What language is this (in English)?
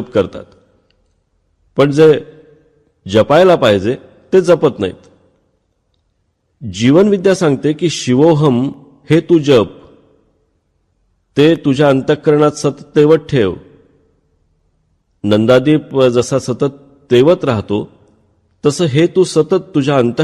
Marathi